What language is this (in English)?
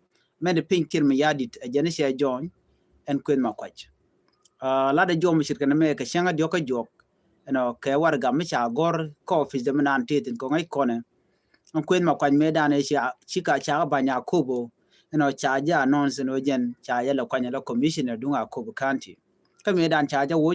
Nuer